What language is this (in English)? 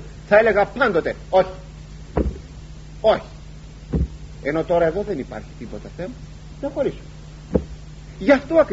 Greek